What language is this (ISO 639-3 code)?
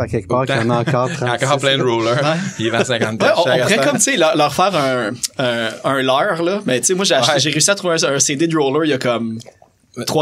fra